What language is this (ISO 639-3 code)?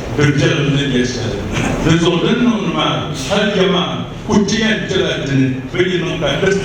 dag